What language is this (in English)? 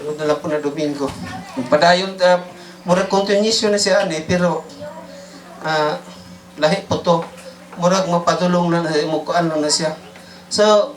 Cebuano